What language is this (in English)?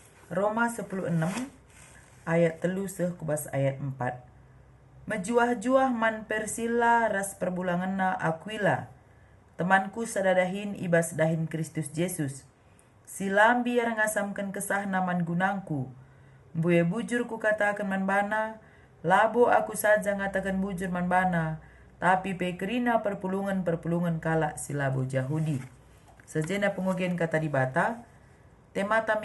Batak Karo